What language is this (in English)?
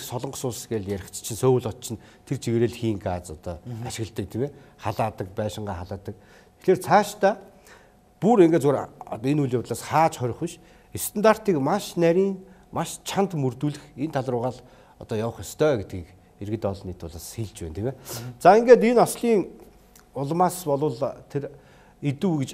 Mongolian